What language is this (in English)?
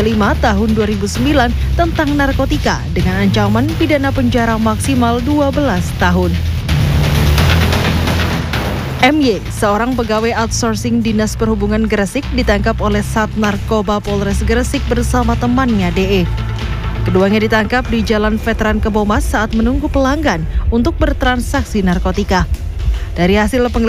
Indonesian